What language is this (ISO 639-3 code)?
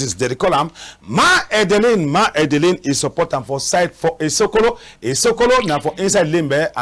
wes